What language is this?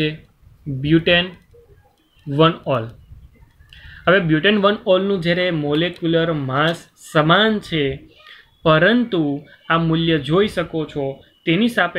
Gujarati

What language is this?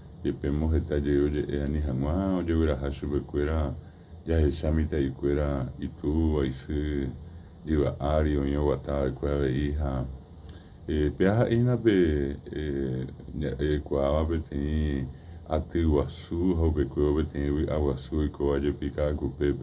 Guarani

